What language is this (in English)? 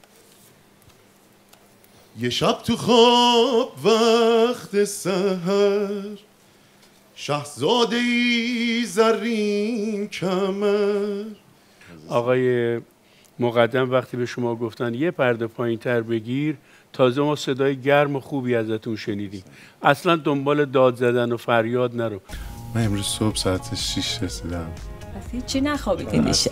Persian